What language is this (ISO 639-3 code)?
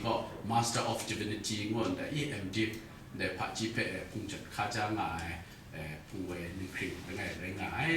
kac